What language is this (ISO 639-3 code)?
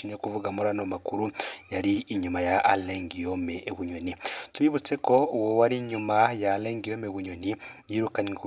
run